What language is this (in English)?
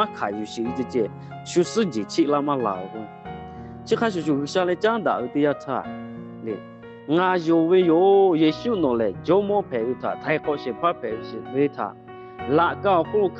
Lahu